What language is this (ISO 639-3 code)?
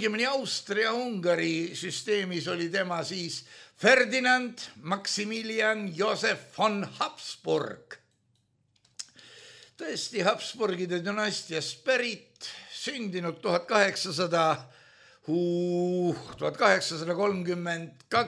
est